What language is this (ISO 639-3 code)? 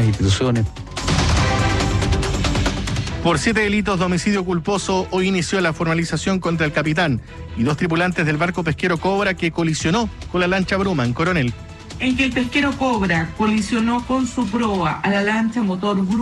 spa